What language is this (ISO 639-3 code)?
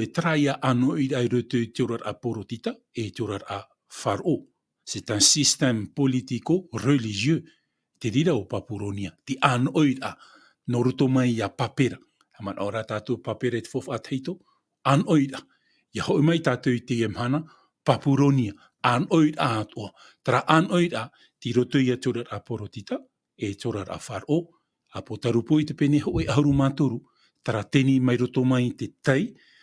tah